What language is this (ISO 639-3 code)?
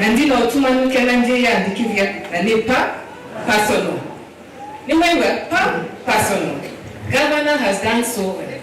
kam